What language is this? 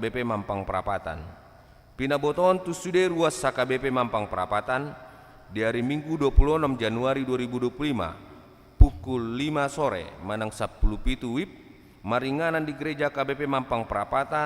Batak Toba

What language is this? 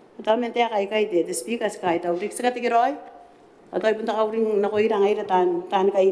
Gilbertese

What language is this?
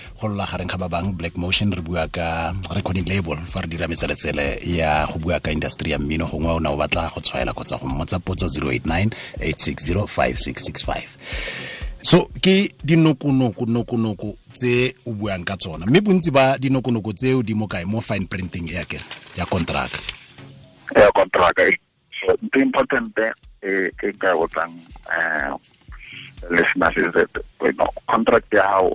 Tswana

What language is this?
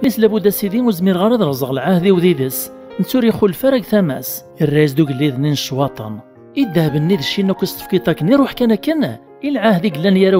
Kabyle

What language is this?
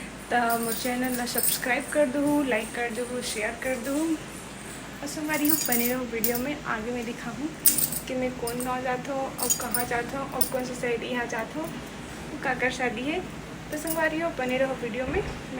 Chhattisgarhi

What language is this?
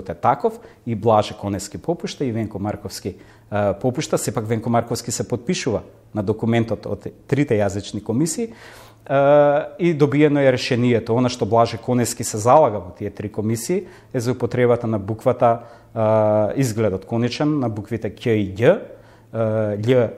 Macedonian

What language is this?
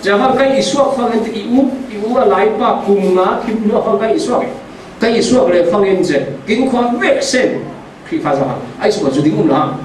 Falam Chin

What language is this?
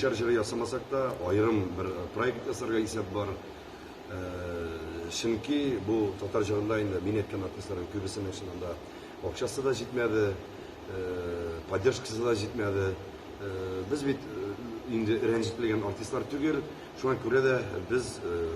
Tatar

